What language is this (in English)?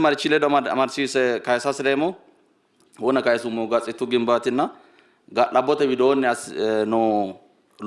Sidamo